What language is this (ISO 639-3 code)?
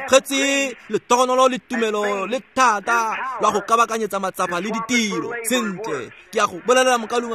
tsn